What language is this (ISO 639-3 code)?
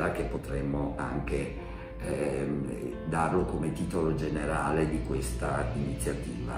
ita